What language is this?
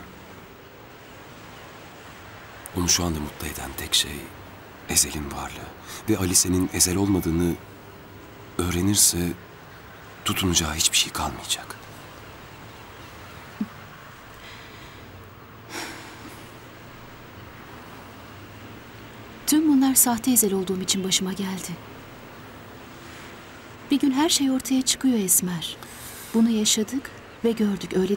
Turkish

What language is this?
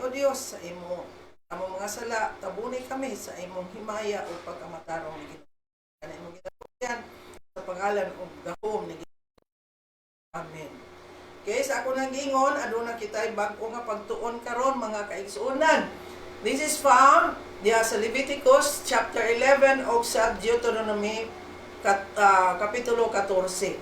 Cebuano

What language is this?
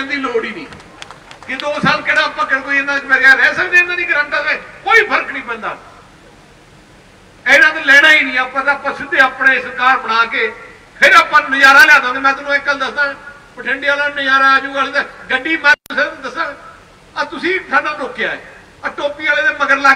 Punjabi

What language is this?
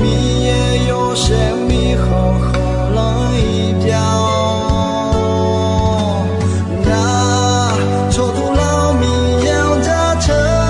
Akha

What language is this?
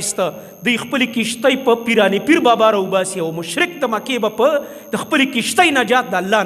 Pashto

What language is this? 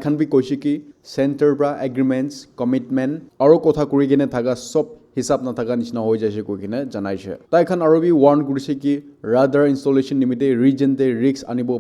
Naga Pidgin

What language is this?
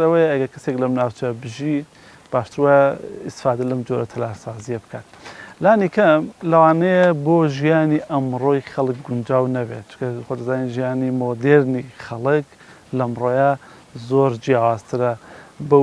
Central Kurdish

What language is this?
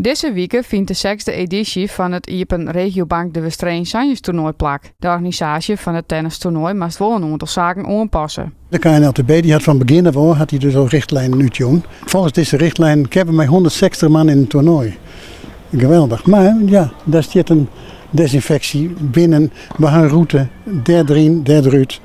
Western Frisian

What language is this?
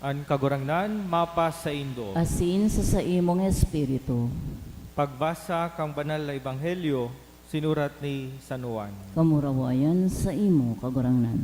Bikol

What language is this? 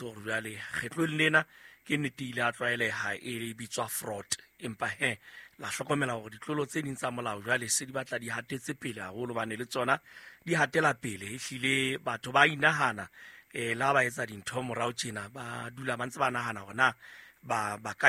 Southern Sotho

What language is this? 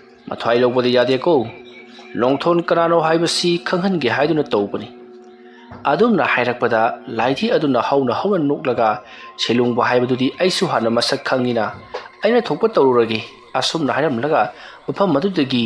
Manipuri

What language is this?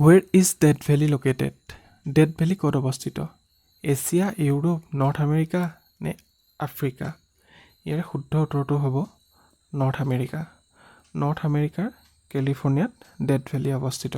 Assamese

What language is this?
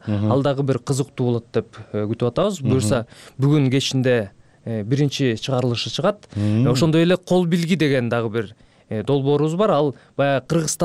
Kyrgyz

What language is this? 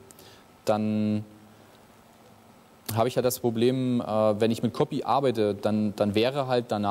German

